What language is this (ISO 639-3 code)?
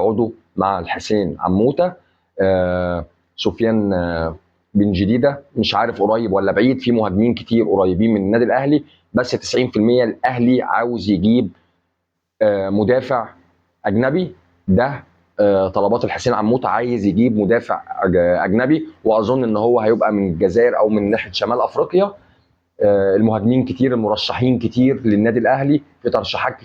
arz